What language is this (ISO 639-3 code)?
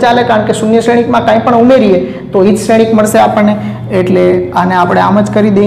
guj